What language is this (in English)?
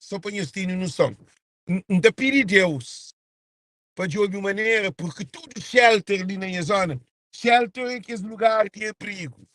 Kabuverdianu